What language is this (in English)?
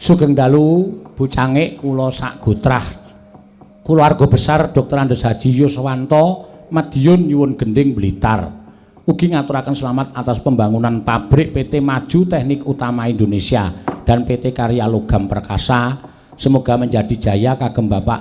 Javanese